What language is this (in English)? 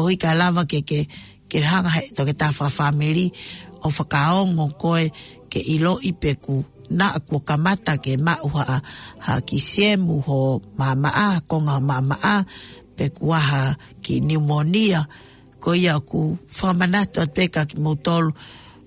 Tongan